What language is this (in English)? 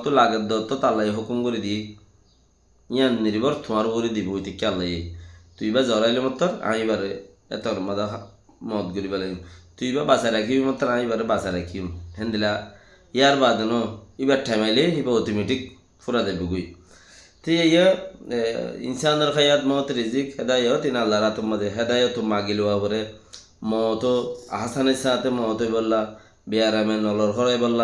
Rohingya